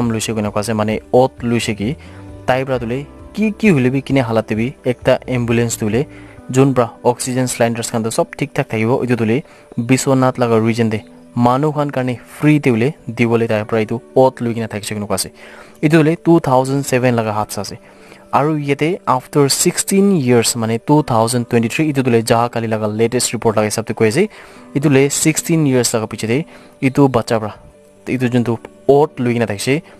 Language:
Naga Pidgin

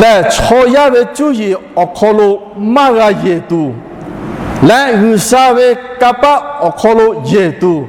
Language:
Lahu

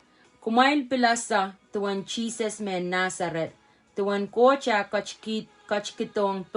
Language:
Pohnpeian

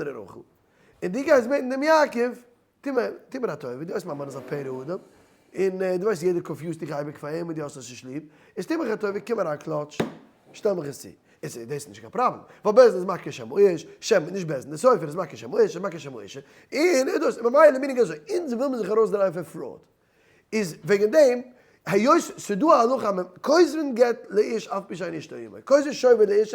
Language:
Yiddish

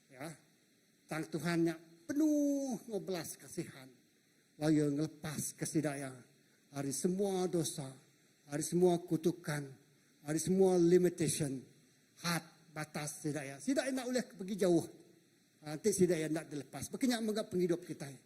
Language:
Iban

